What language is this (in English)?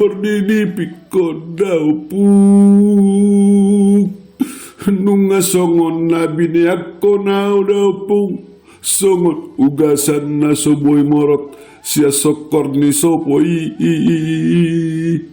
Batak Toba